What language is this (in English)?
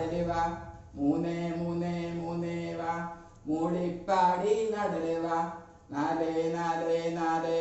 Malayalam